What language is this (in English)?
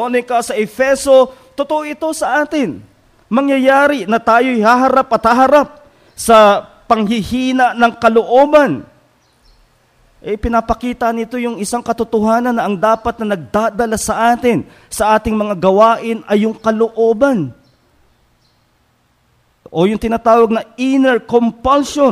Filipino